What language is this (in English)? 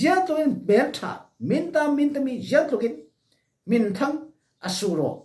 Falam Chin